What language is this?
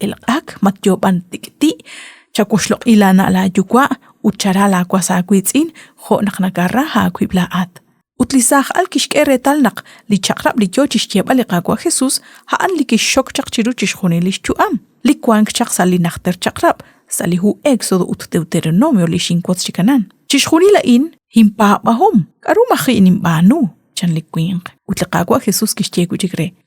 Kekchí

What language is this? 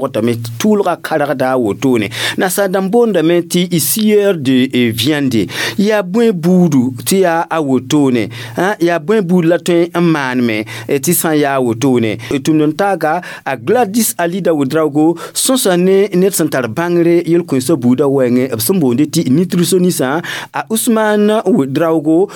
Mossi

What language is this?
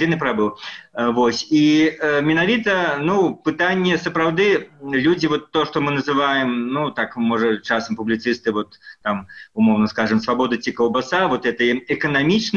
Belarusian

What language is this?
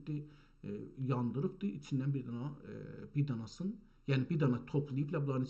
South Azerbaijani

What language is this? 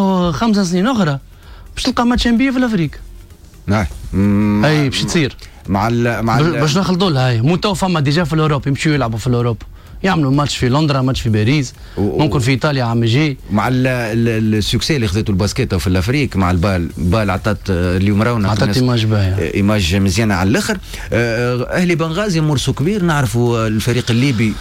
Tunisian Arabic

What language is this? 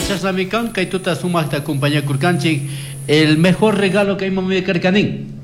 Chimborazo Highland Quichua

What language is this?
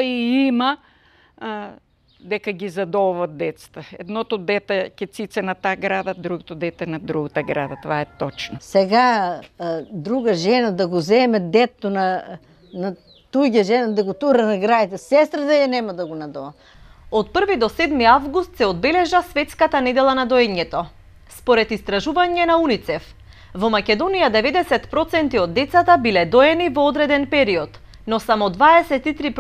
Macedonian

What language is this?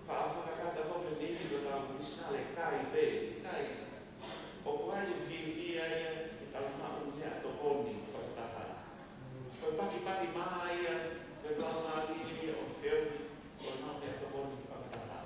Tongan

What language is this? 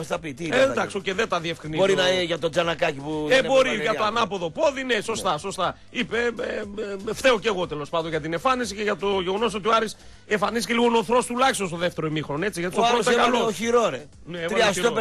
Greek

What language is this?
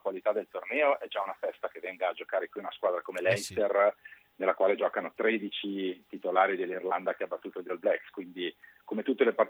Italian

